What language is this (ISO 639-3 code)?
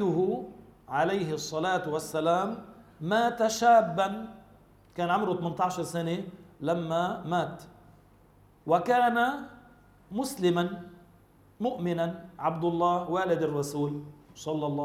ara